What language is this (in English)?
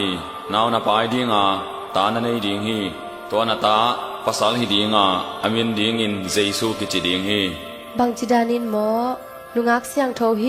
Tedim Chin